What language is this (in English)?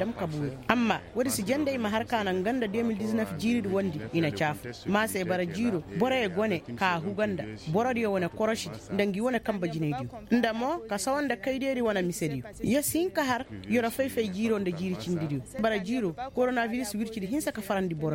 Koyraboro Senni